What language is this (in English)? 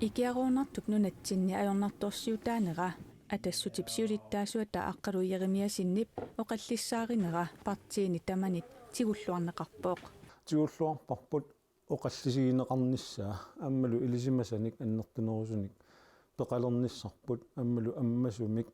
Kalaallisut